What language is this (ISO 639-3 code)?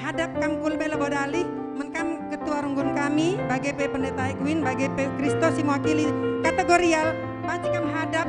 btx